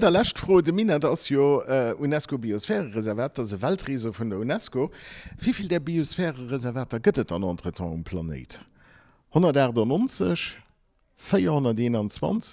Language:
Luxembourgish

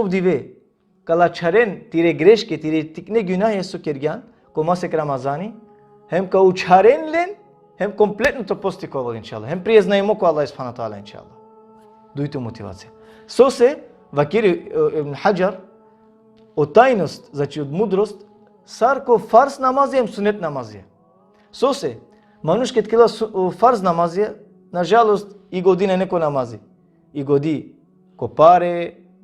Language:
Balkan Romani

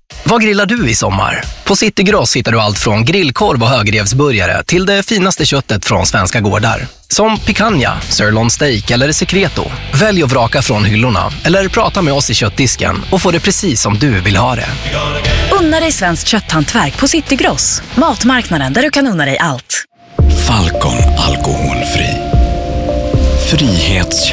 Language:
Swedish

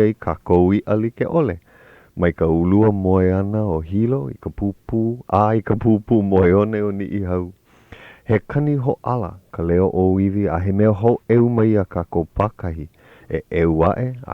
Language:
Hawaiian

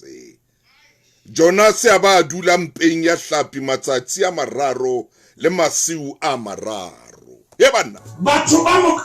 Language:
Southern Sotho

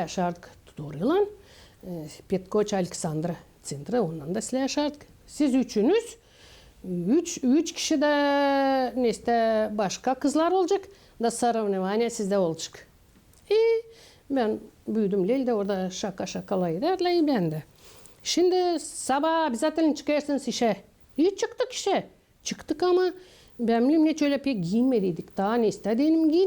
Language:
Gagauz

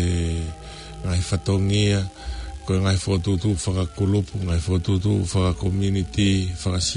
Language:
Tongan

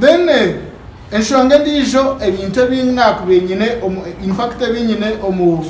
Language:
Nyankole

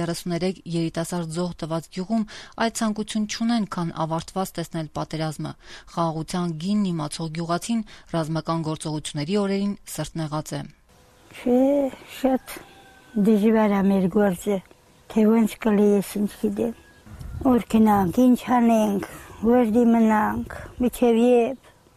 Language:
Armenian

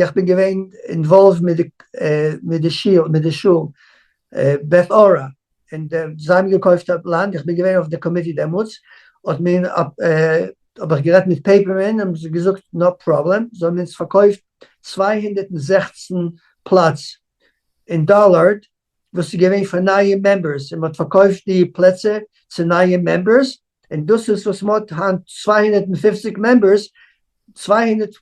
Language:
Yiddish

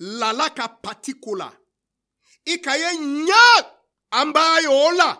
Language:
Tiv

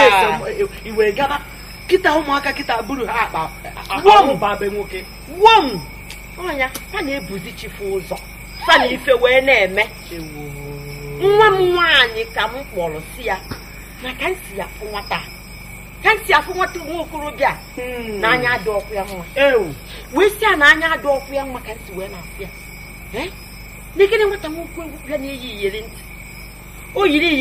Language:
Igbo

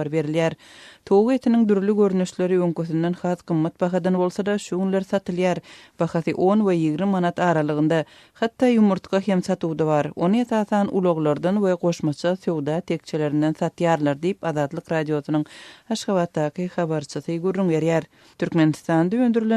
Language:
Turkmen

